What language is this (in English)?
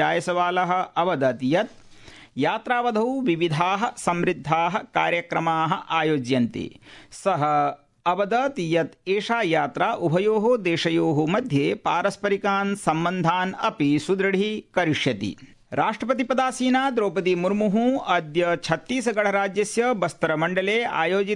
Sanskrit